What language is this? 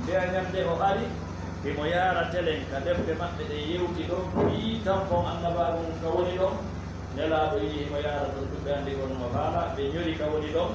Fula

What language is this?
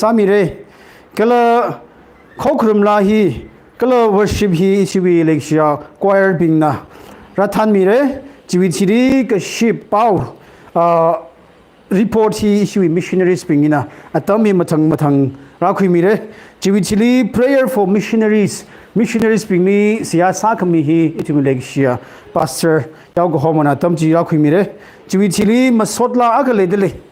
Tangkhul Naga (India)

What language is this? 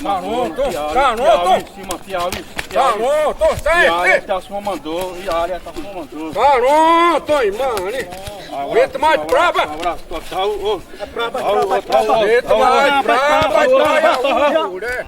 Xavánte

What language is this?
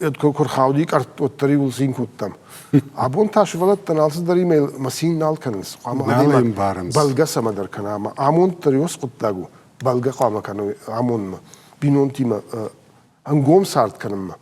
Ossetic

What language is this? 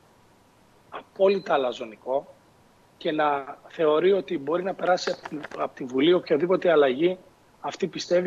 Greek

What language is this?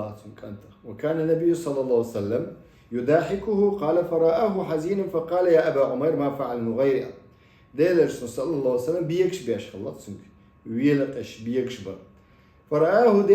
Chechen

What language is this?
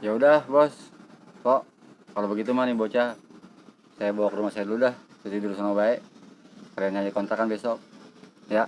Betawi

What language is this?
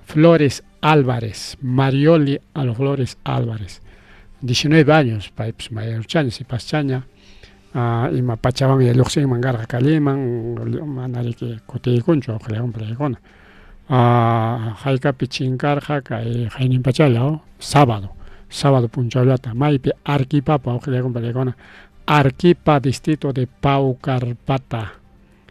Ayacucho Quechua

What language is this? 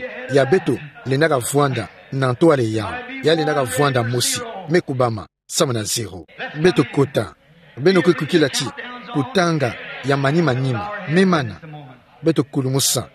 Kituba (Democratic Republic of Congo)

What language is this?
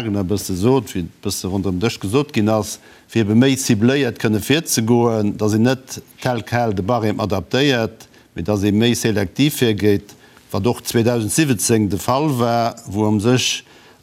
Luxembourgish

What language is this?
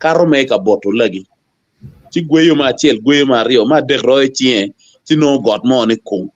Acoli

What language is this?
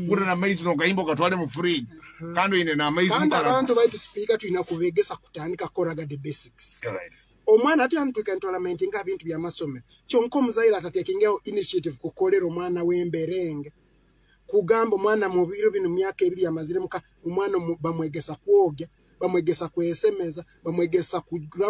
Nyoro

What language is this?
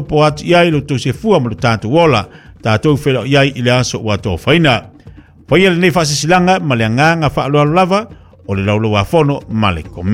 Samoan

